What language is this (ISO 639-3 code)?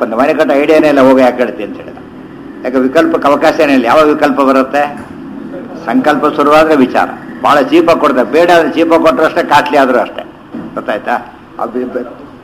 kan